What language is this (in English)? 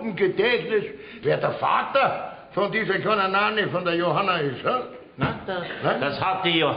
Bavarian